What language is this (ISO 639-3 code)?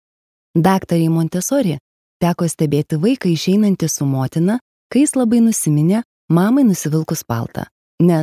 lit